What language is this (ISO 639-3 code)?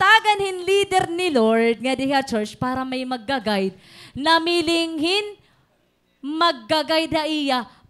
war